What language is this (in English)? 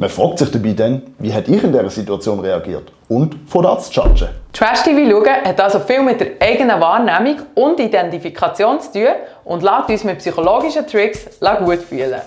Swiss German